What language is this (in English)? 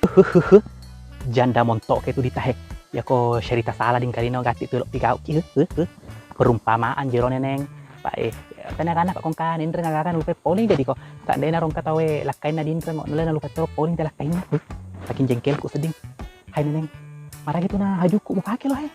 Buginese